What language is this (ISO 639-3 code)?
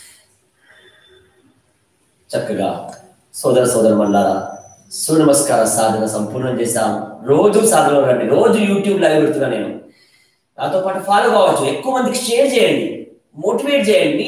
tel